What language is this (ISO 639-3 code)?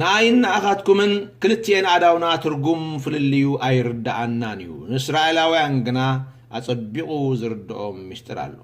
tir